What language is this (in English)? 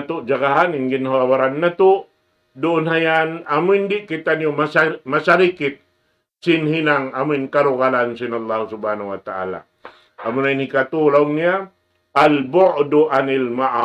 Tausug